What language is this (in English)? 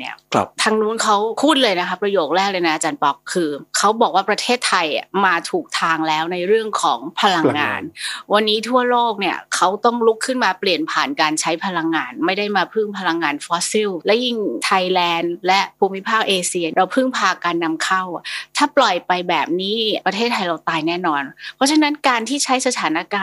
Thai